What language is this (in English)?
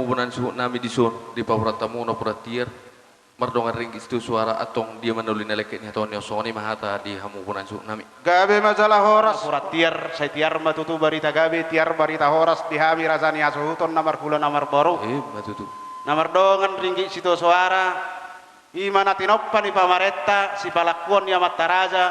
Batak Toba